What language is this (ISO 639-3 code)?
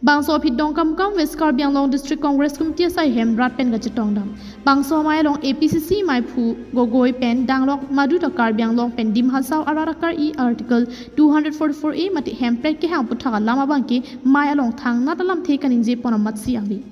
mjw